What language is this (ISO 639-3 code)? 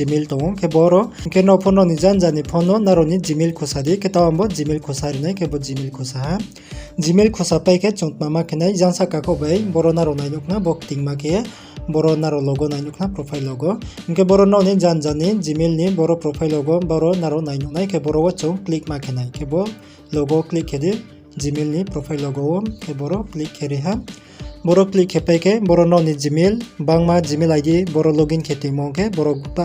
ria